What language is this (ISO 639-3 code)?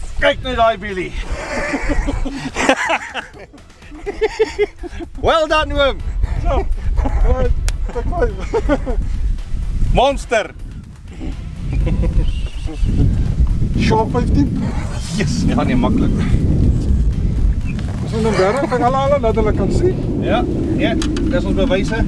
afr